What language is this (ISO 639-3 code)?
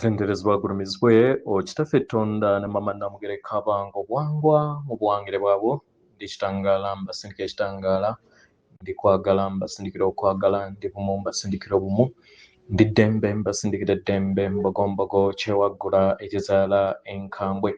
lug